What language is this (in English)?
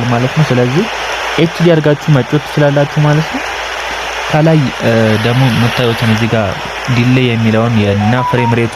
Amharic